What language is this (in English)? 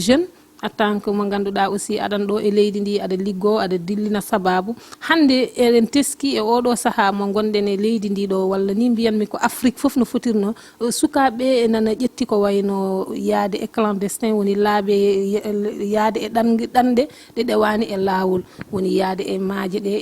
Fula